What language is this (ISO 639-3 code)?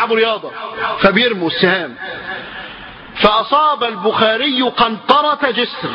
ara